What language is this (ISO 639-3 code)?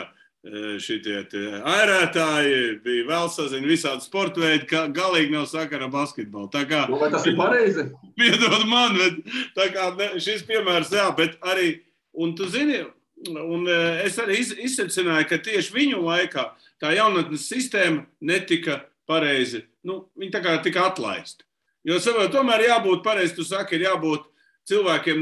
lav